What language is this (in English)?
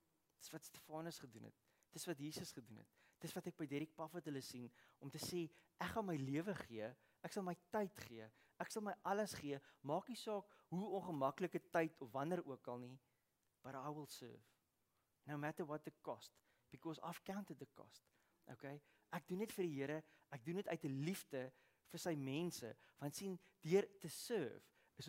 Afrikaans